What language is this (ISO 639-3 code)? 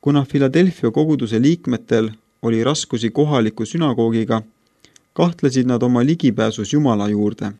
est